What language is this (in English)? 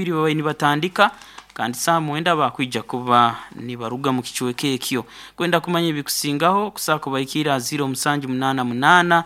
Nyoro